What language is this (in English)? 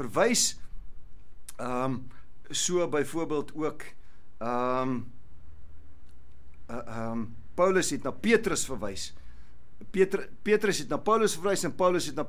Afrikaans